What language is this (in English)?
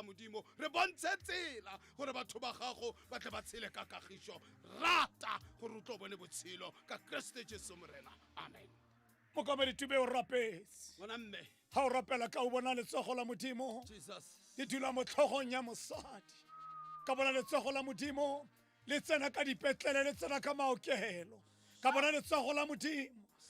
Tswana